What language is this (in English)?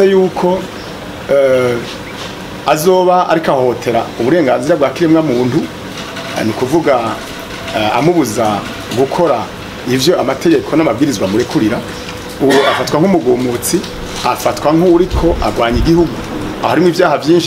Rundi